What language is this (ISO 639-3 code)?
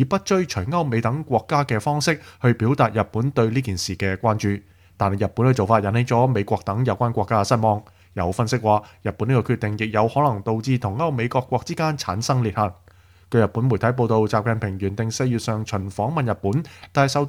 yue